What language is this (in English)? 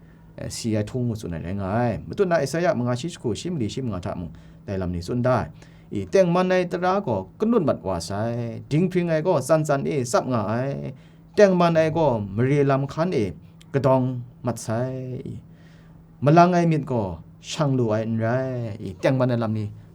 Kachin